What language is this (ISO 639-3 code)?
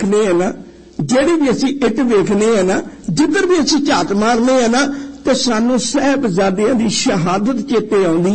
pan